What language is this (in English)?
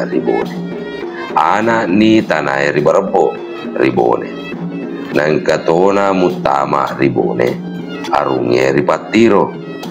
Buginese